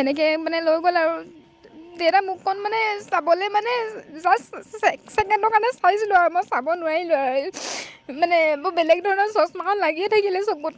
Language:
Assamese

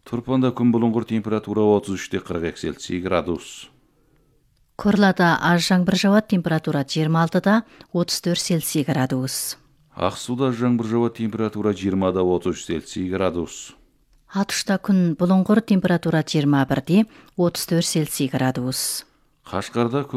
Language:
Kazakh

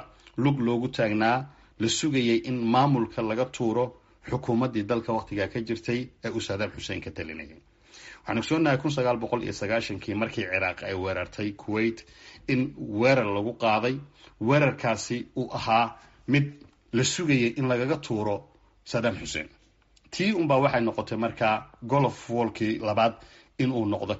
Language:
Somali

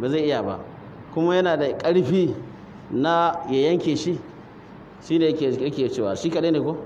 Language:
Hausa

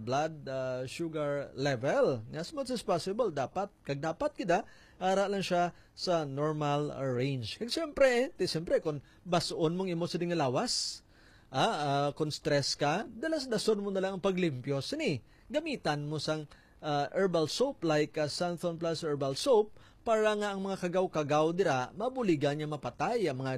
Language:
Hiligaynon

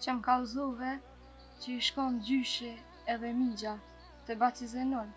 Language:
Albanian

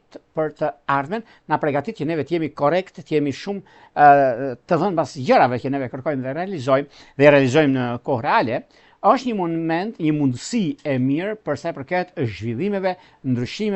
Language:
Albanian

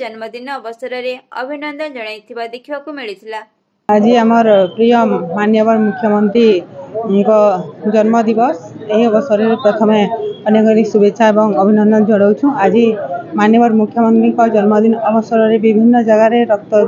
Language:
Odia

